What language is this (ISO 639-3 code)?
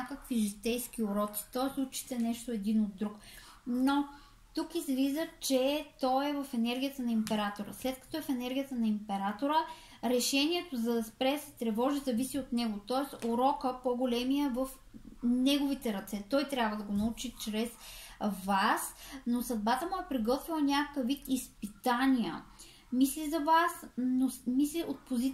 bul